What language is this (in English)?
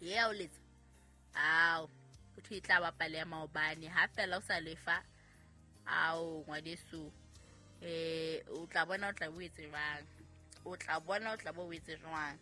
Southern Sotho